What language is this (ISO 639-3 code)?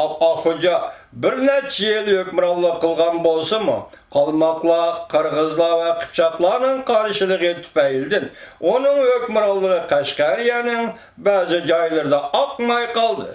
uig